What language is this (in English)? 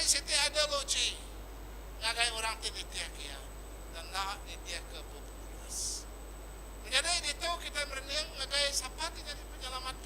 Iban